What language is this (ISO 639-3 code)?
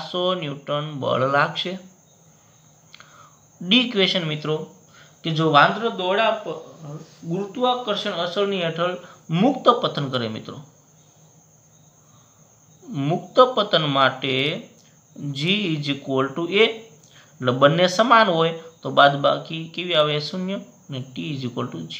guj